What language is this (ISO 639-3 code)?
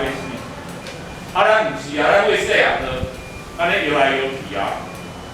nan